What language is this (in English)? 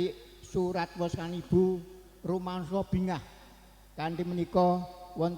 Javanese